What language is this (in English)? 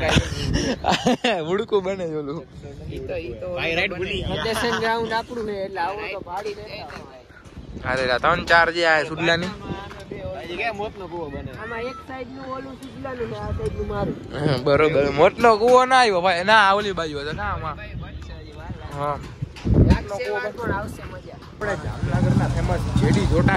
Gujarati